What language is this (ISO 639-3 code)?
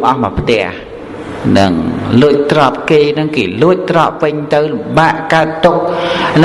khm